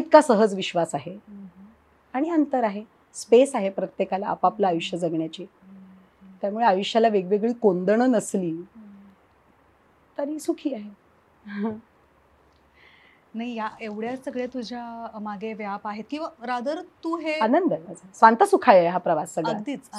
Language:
Marathi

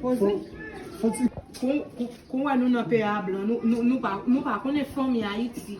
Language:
Haitian Creole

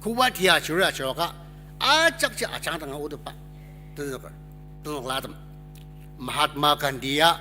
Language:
Ao Naga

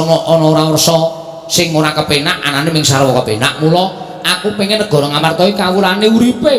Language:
Javanese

